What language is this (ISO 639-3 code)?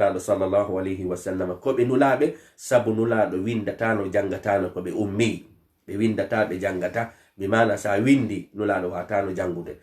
ful